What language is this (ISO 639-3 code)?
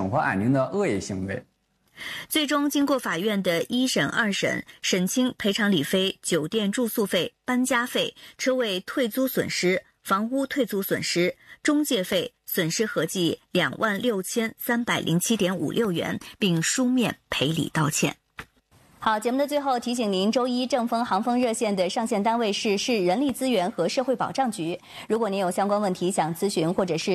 zho